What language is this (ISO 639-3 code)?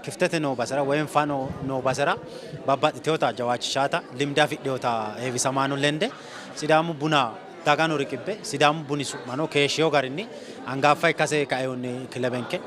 sid